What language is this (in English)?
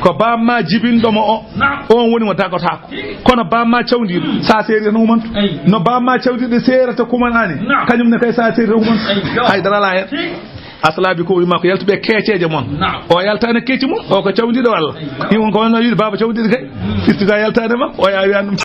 Fula